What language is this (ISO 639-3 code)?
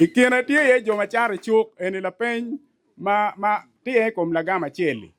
ach